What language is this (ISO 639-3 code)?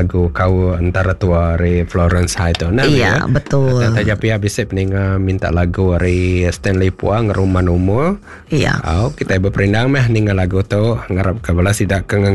iba